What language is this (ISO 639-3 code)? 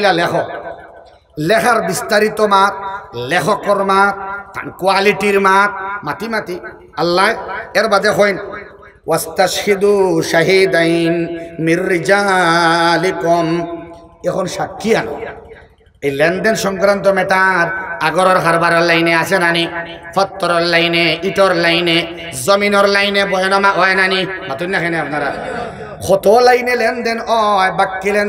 syl